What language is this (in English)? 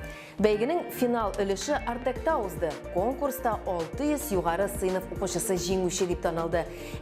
Tatar